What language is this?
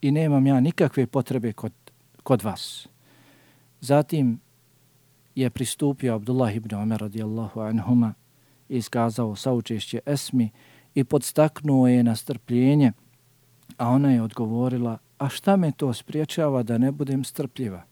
Bosnian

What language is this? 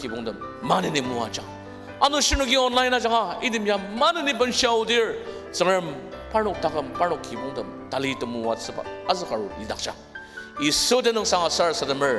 Ao Naga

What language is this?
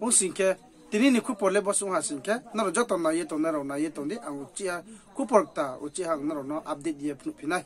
Riang (India)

